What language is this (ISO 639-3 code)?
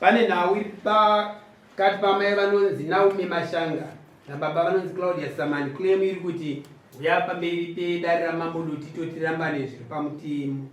sna